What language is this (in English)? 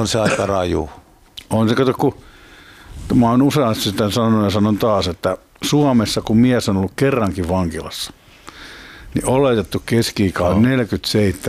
Finnish